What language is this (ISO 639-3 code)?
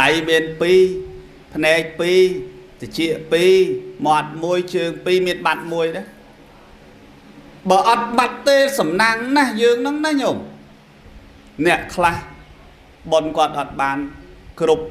khm